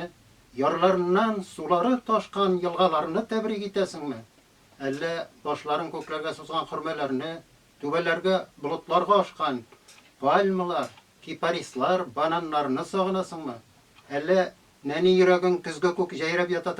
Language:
Tatar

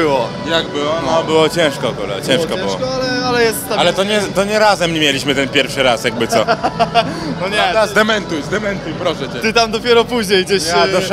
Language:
Polish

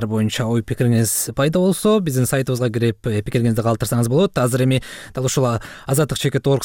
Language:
Kyrgyz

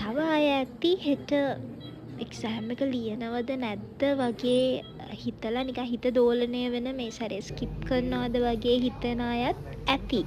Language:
Sinhala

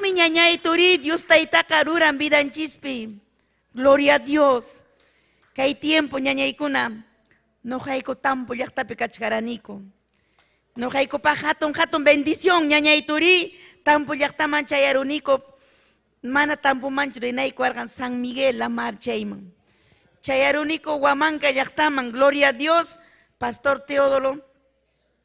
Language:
Ayacucho Quechua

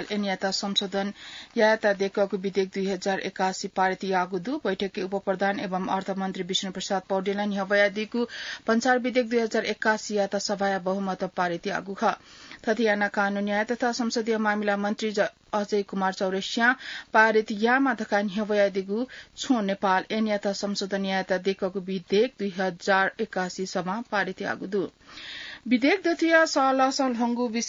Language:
Newari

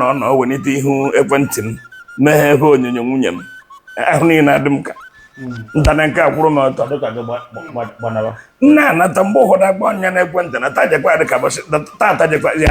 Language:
Igbo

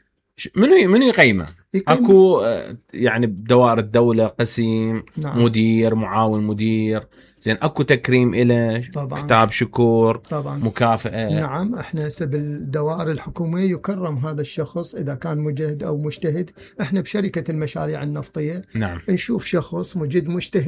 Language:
Mesopotamian Arabic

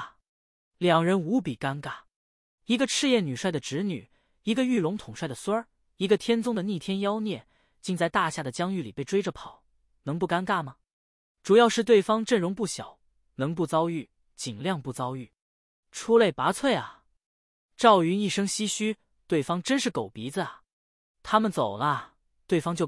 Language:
Chinese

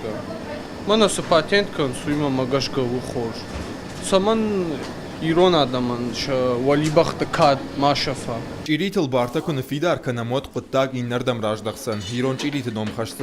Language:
Ossetic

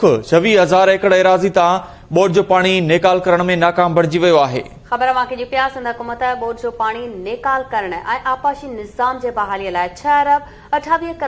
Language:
Sindhi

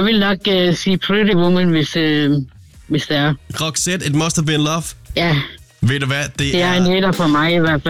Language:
Danish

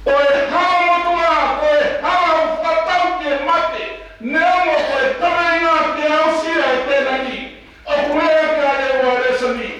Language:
Tongan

